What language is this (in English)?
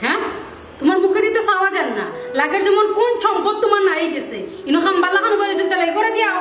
Sylheti